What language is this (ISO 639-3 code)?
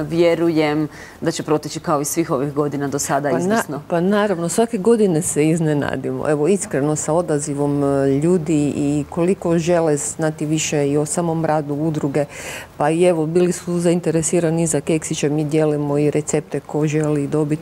hrv